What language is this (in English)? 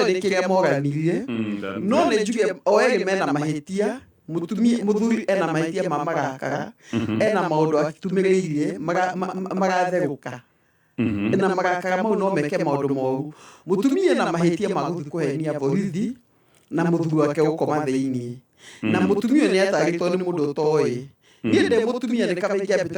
Kikuyu